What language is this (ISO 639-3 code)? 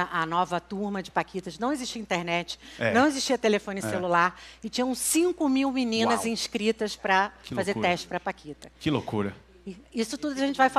por